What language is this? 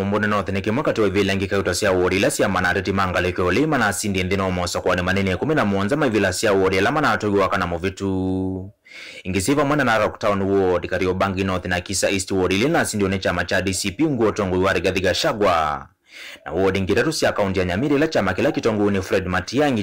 Kamba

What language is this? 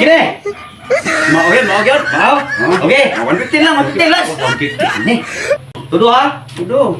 Cebuano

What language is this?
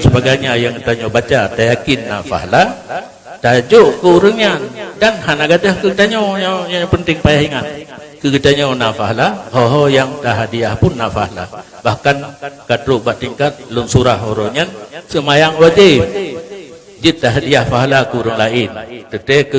Achinese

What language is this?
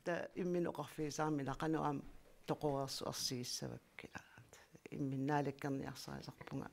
Kalaallisut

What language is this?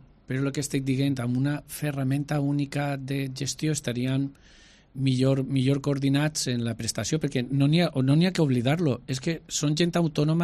Catalan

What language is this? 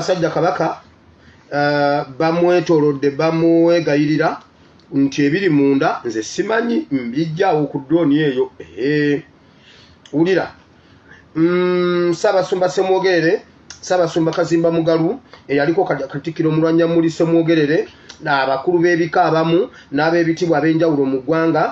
Ganda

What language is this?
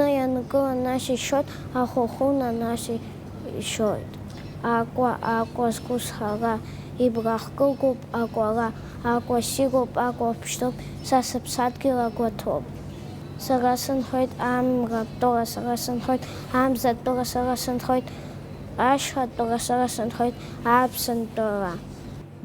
Abkhazian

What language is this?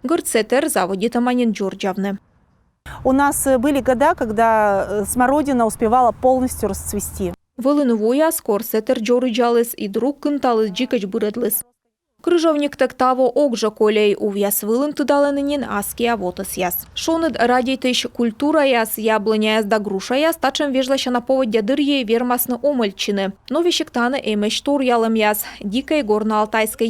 Komi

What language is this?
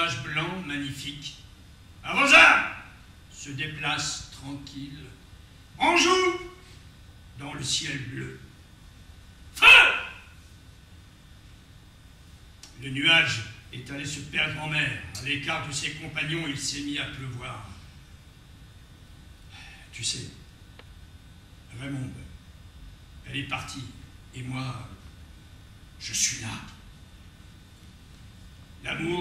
French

